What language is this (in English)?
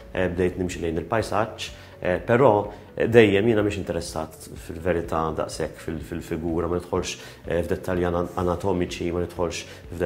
Maltese